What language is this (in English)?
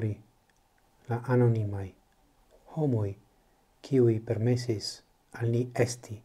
Esperanto